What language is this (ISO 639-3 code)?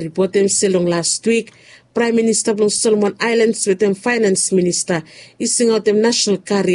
bis